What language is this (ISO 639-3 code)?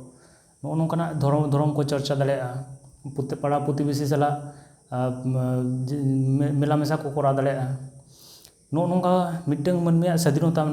sat